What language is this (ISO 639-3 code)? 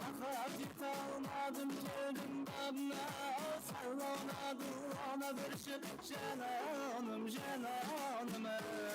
kaa